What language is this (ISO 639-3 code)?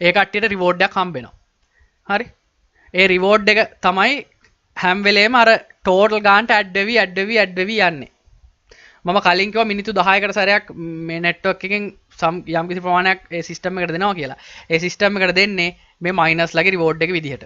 sin